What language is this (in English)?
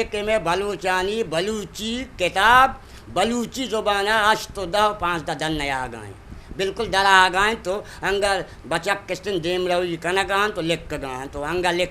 Eastern Balochi